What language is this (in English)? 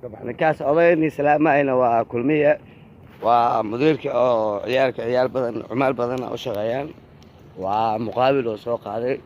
Somali